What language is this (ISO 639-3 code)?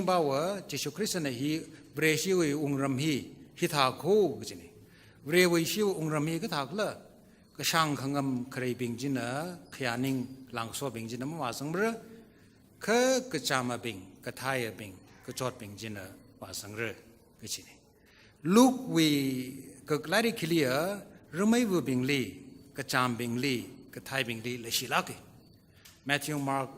nmf